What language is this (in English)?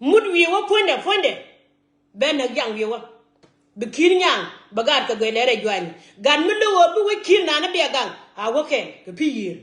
Nuer